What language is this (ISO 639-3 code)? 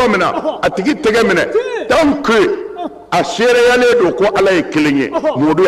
bam